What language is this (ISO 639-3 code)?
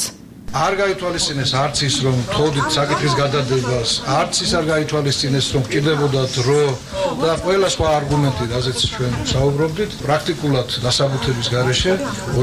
kat